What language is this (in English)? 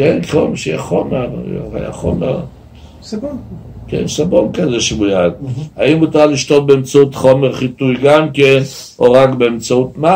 Hebrew